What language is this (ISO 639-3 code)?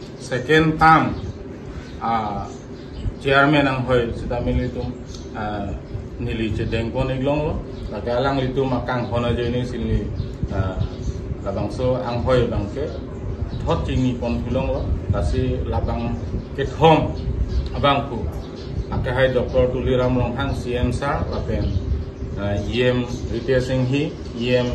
mjw